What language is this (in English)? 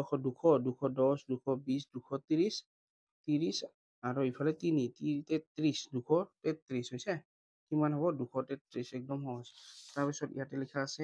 Assamese